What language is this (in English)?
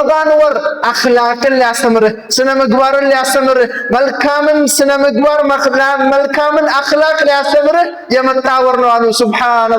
Amharic